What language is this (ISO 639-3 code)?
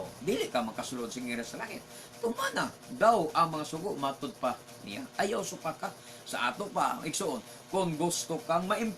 ceb